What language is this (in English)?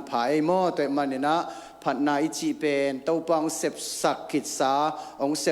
Tedim Chin